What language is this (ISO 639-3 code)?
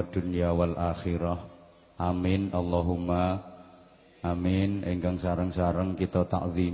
jav